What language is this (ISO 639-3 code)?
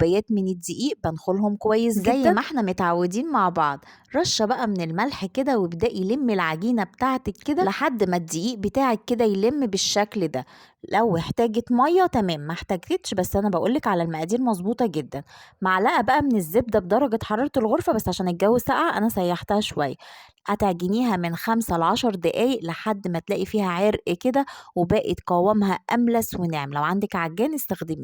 arz